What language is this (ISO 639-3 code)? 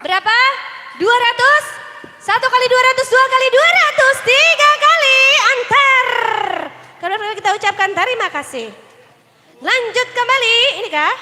bjn